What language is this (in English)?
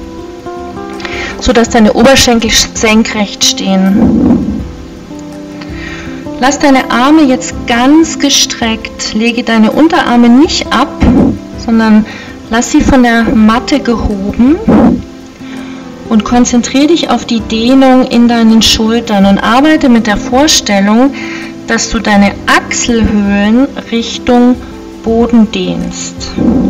German